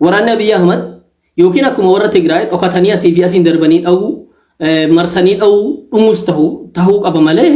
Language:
Oromo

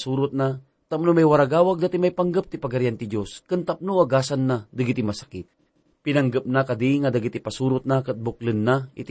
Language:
Iloko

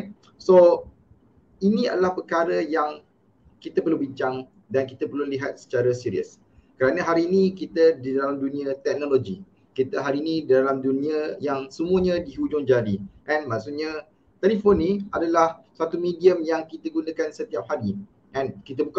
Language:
Malay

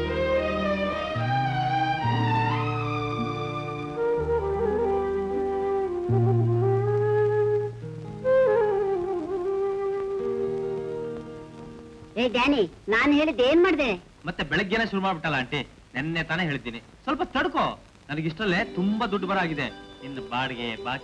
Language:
Kannada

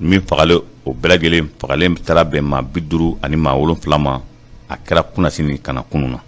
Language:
Bambara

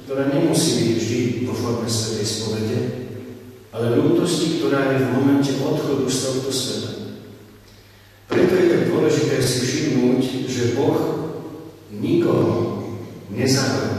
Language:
Slovak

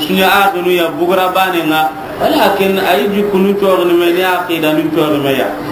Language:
Soninke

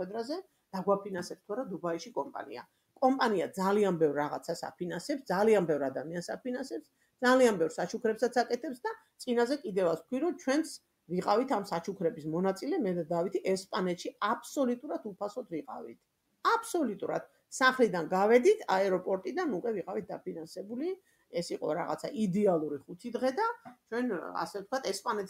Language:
Georgian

